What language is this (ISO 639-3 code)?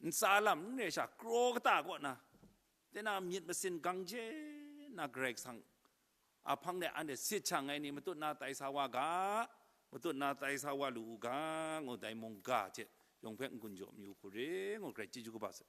kac